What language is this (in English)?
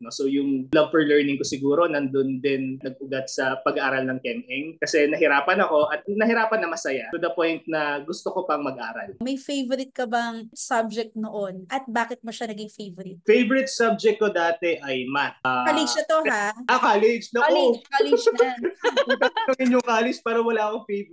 Filipino